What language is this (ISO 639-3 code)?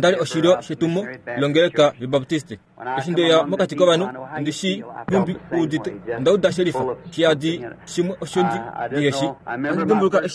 kua